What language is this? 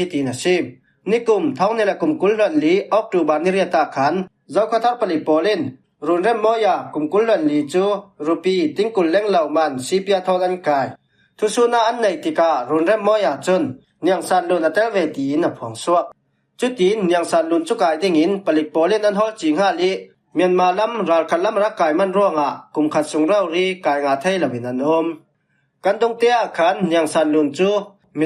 Falam Chin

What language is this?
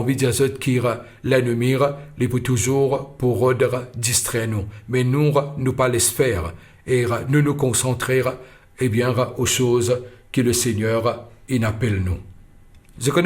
Morisyen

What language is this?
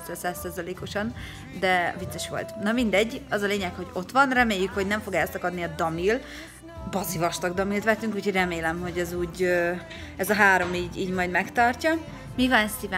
Hungarian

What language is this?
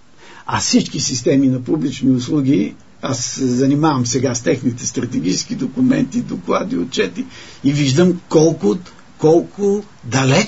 Bulgarian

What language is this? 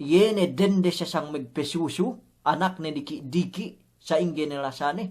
Yakan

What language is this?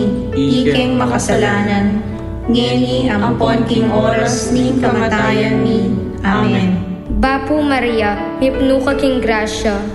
Pampanga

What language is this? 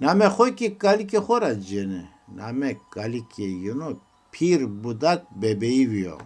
Zaza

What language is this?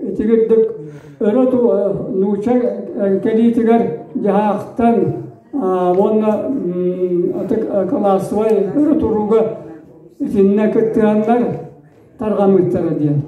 Yakut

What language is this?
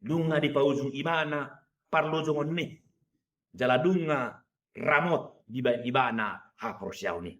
Batak Toba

